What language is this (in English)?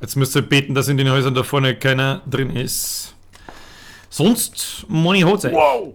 Bavarian